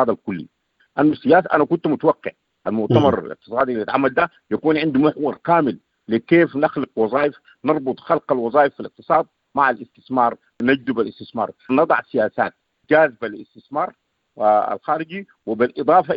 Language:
Sudanese Arabic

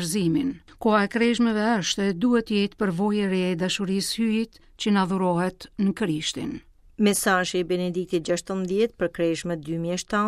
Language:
Albanian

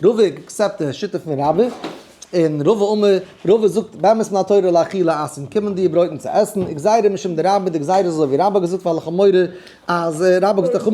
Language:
Yiddish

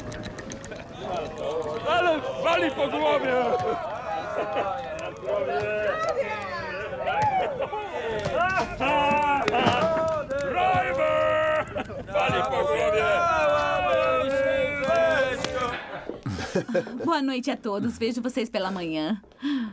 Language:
Portuguese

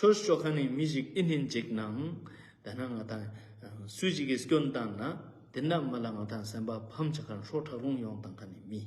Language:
Ladakhi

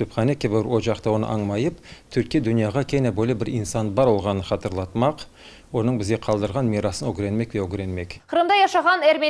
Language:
Crimean Tatar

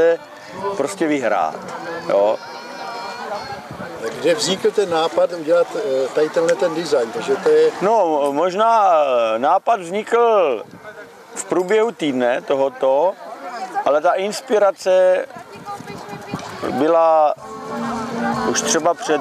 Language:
Czech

